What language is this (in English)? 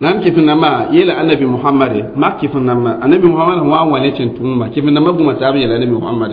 Mossi